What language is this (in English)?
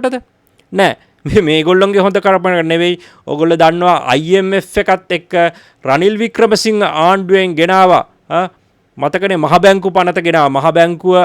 Sinhala